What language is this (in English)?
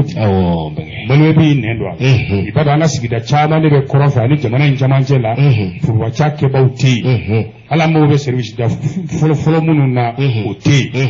Bambara